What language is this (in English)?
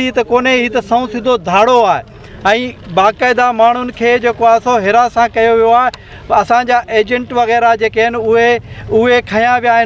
Sindhi